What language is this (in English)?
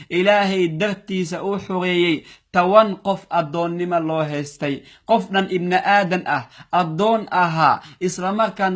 Somali